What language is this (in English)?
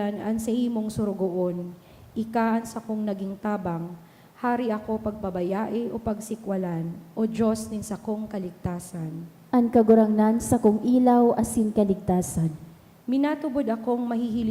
Bikol